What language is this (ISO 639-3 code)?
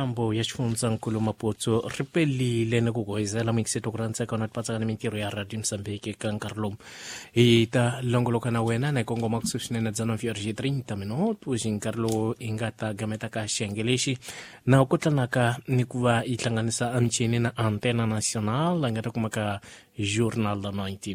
tso